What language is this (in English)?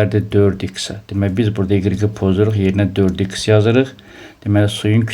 Azerbaijani